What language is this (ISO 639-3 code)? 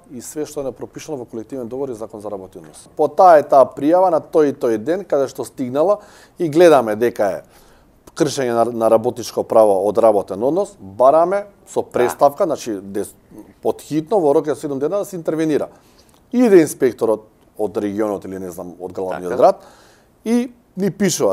mkd